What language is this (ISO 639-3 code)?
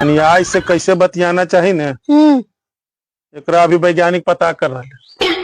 mag